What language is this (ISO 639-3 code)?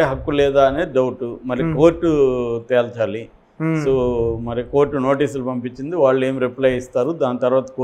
tel